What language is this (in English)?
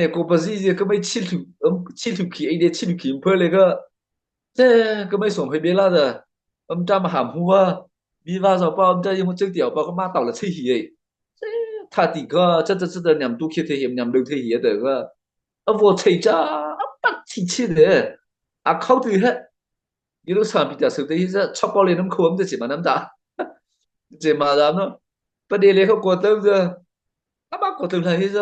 Mara Chin